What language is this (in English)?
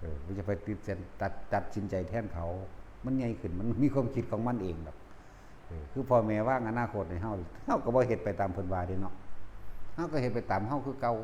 Northeastern Thai